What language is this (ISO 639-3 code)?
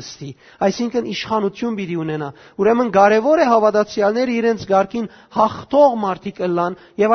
hyw